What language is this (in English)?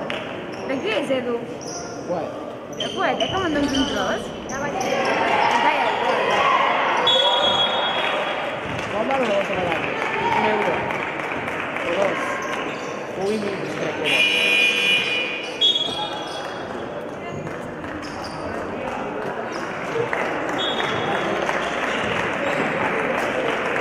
Catalan